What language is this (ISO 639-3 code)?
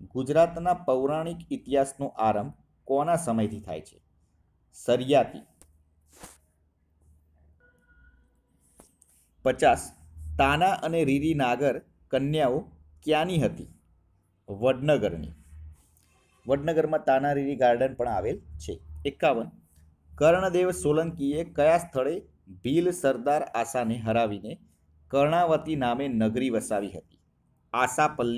guj